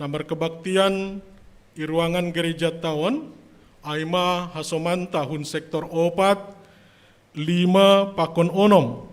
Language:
Batak Simalungun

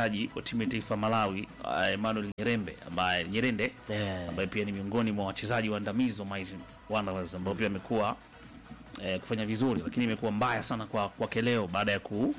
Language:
Swahili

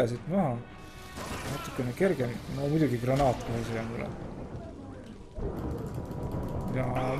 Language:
Estonian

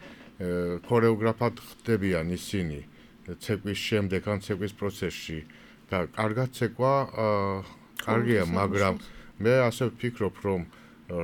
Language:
Georgian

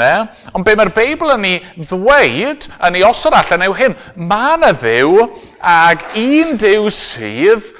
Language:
Welsh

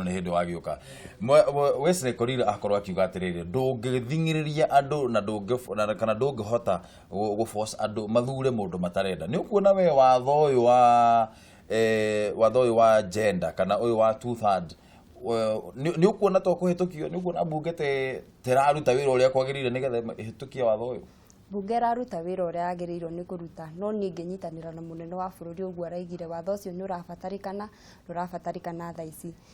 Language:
Kikuyu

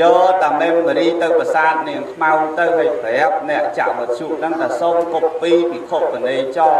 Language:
Khmer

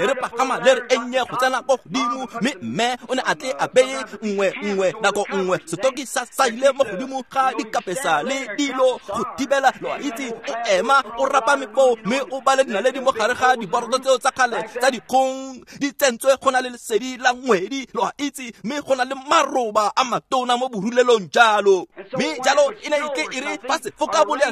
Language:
Tswana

